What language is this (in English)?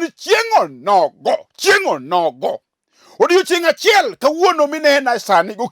Luo (Kenya and Tanzania)